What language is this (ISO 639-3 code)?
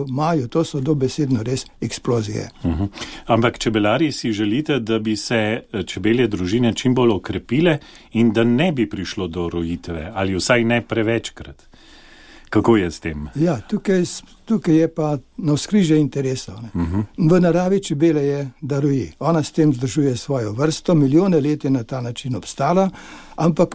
slv